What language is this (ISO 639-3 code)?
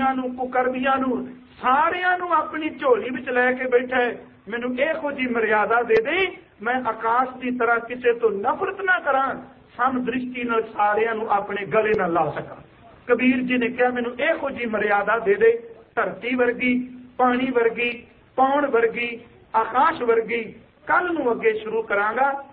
pan